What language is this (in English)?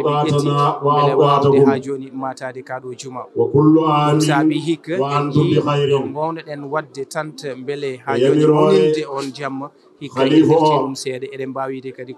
Fula